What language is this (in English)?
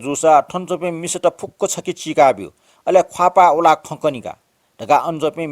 Newari